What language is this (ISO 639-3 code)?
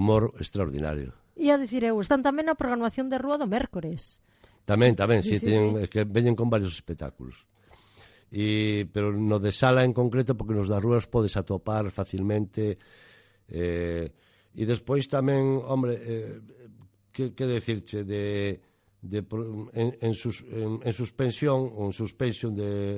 glg